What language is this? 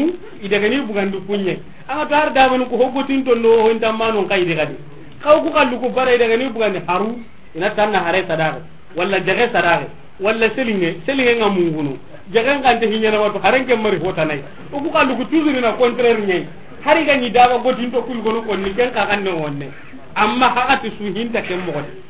Soninke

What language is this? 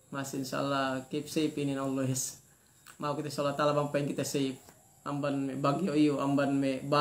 Yakan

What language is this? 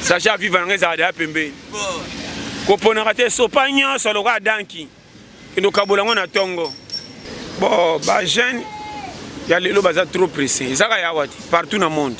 Lingala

